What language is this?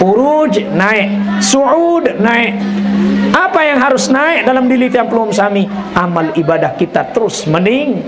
Sasak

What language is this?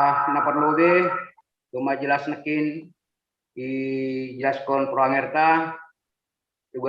Batak Simalungun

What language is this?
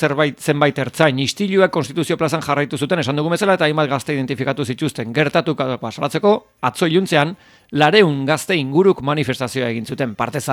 Basque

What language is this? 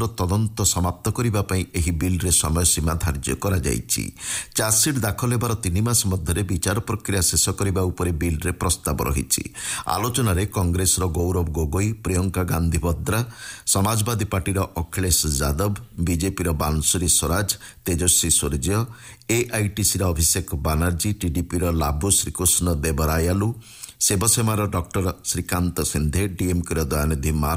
Odia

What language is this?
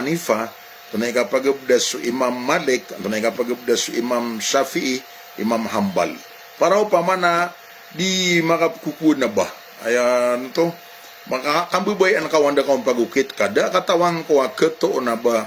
Maranao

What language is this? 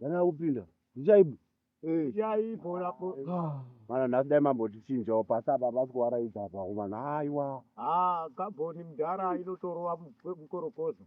Shona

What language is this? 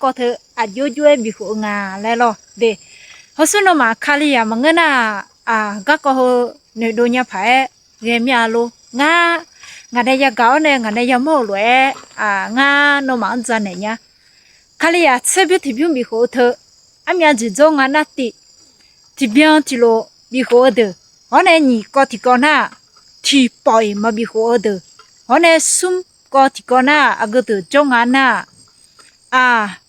Akha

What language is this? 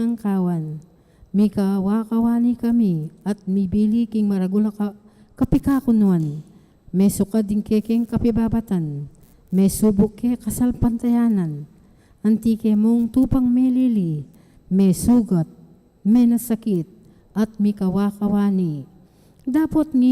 Pampanga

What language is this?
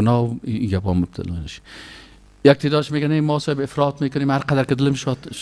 Persian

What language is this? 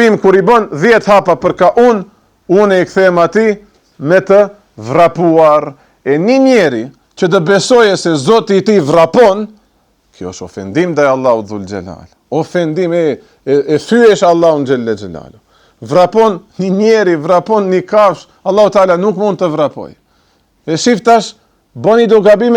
Albanian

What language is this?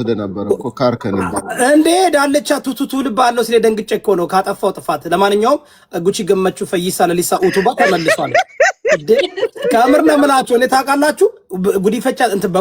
Amharic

